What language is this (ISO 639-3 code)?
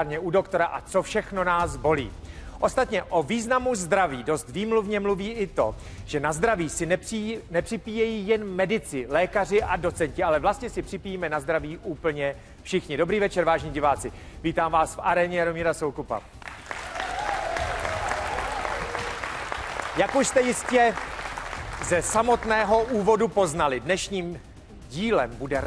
ces